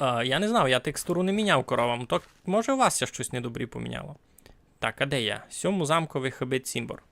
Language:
Rusyn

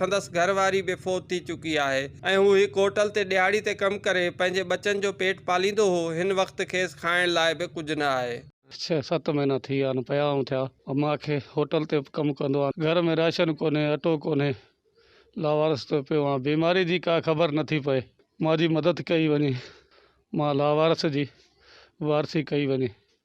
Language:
Sindhi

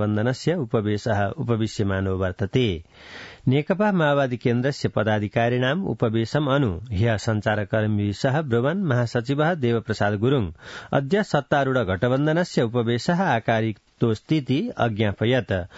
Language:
Sanskrit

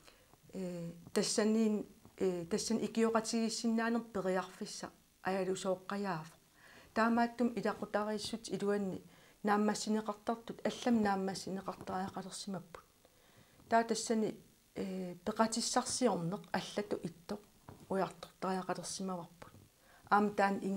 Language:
Kalaallisut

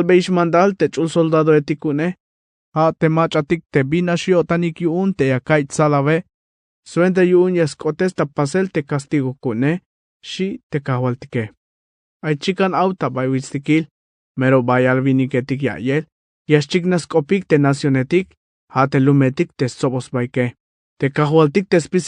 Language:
Tzeltal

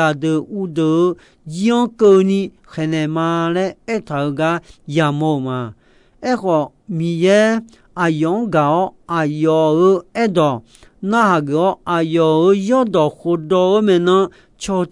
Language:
Akha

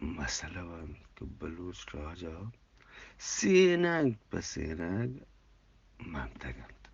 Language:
Eastern Balochi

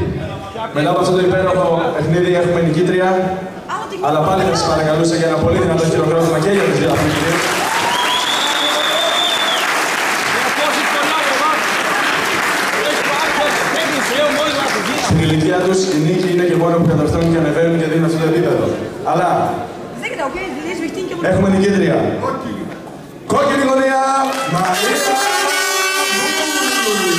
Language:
Greek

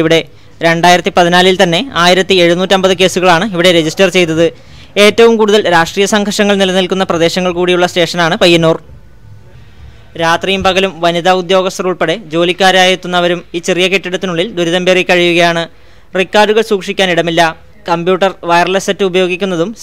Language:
Malayalam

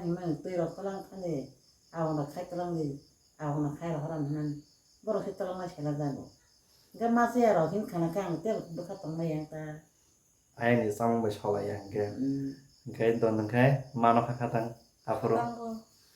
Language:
Kok Borok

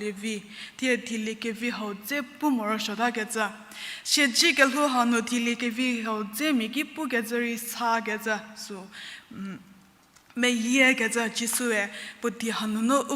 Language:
Angami Naga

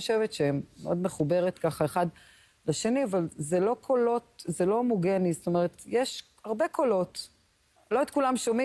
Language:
Hebrew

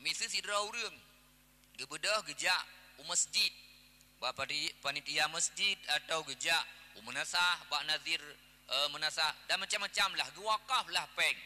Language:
Achinese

